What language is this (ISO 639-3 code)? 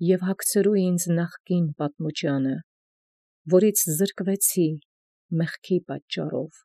hye